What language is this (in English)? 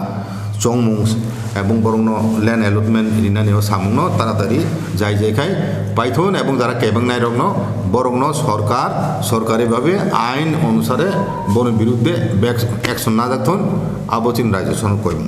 Kok Borok